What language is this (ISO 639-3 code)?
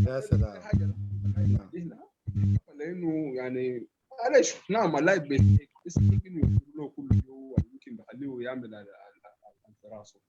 apd